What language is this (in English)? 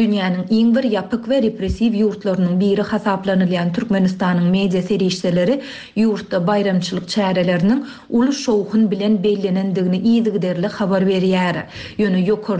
Turkmen